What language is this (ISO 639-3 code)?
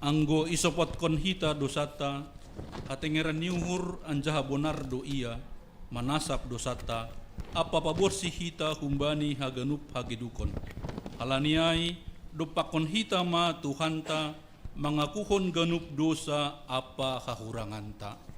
bts